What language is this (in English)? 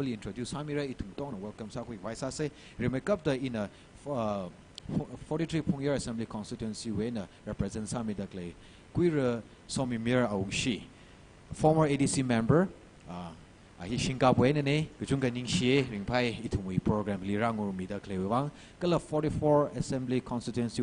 Tangkhul Naga (India)